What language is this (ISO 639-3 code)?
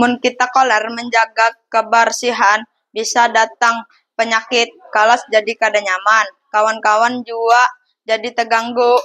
bjn